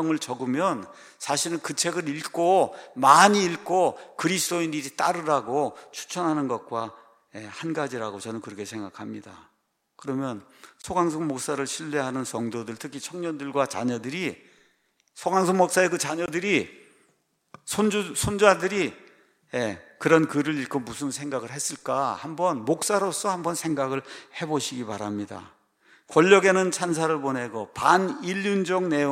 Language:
Korean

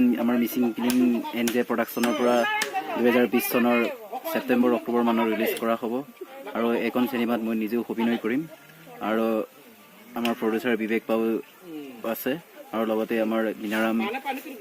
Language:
Assamese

